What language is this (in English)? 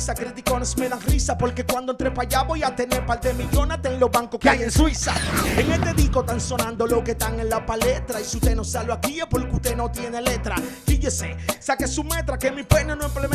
Spanish